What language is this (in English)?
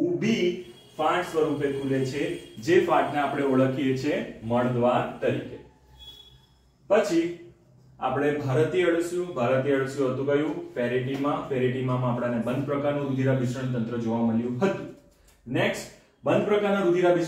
Gujarati